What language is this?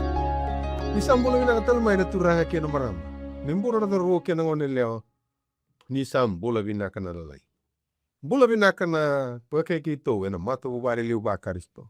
Fijian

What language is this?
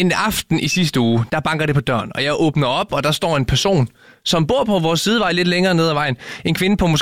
Danish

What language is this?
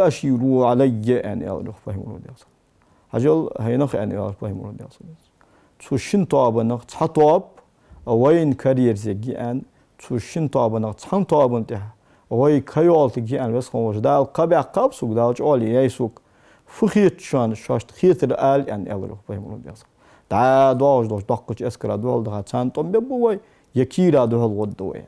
Ingush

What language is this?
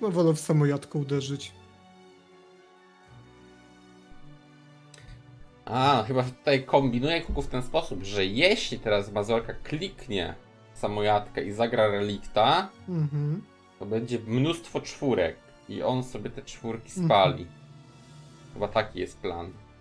Polish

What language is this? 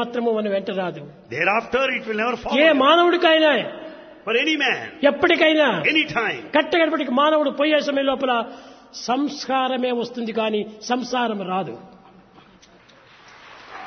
Telugu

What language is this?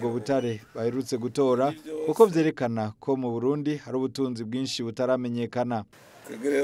Rundi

